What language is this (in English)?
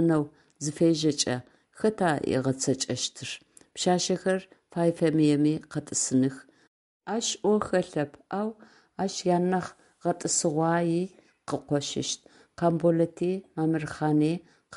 Adyghe